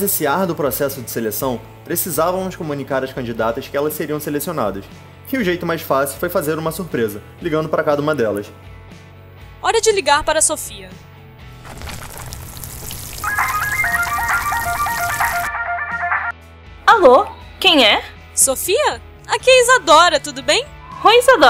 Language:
Portuguese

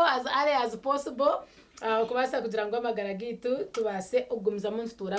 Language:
Nyankole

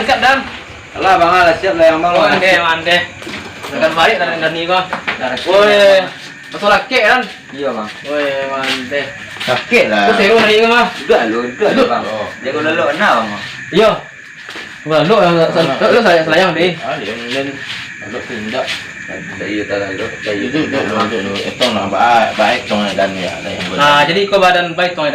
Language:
Minangkabau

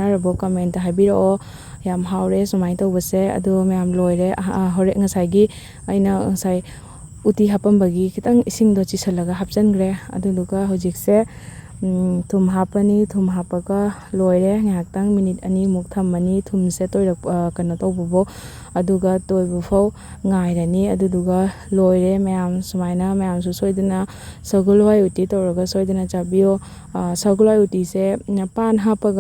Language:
Manipuri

